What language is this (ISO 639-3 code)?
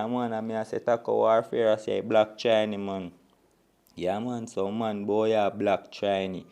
jam